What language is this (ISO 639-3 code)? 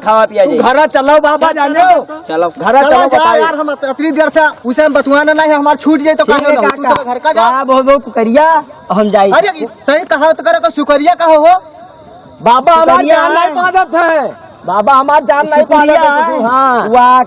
awa